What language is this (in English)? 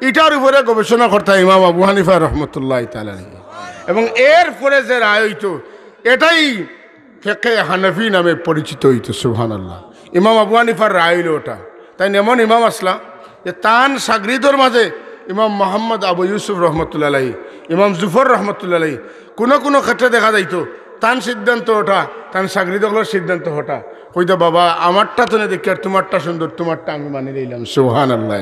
Sylheti